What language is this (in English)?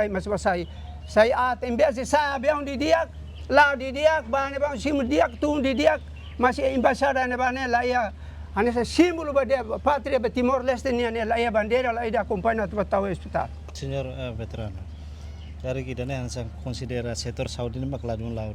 Tetum